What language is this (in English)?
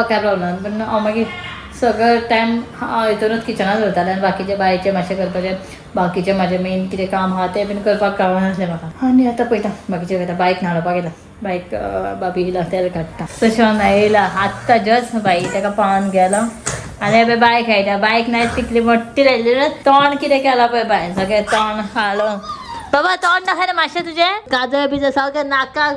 Konkani